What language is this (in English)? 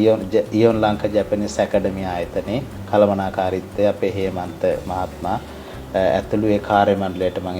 Sinhala